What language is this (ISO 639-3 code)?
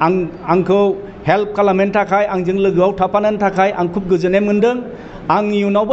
brx